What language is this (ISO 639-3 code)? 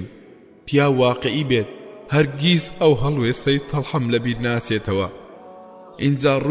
ckb